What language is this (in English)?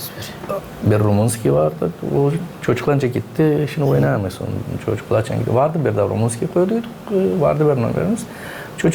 Gagauz